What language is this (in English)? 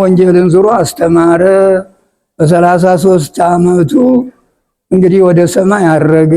Amharic